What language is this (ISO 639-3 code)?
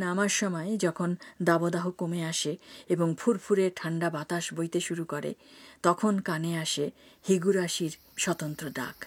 ben